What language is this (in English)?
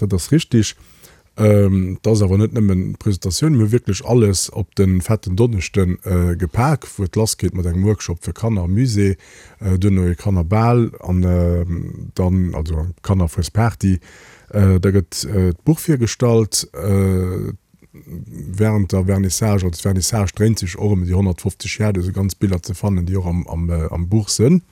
Luxembourgish